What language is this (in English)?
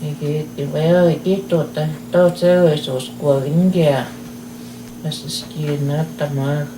Plains Cree